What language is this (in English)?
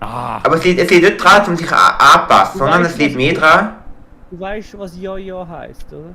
Swiss German